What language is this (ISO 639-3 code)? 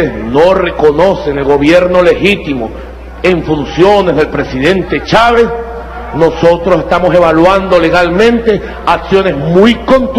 spa